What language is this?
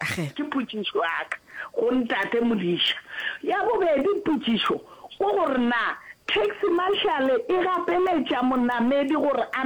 Northern Sotho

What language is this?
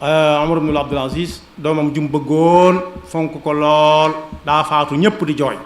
Wolof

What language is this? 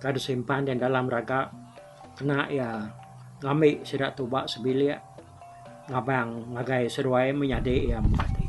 Iban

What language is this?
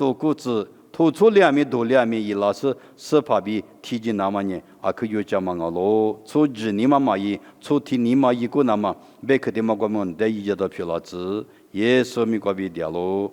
Lisu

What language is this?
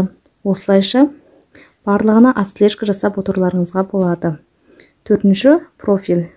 Kazakh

